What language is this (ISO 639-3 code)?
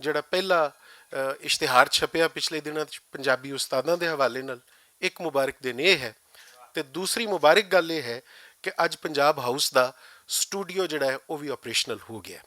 lah